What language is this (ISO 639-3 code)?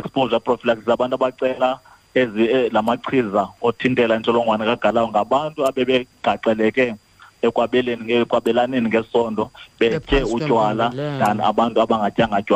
xho